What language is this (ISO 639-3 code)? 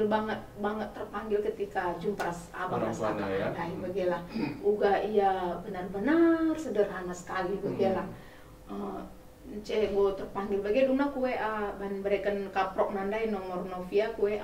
btx